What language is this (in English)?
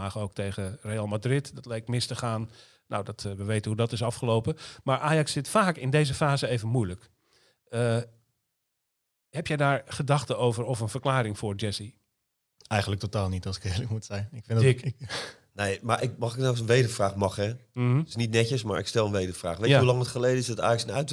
Dutch